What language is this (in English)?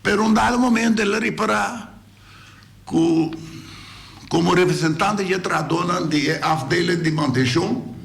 Papiamento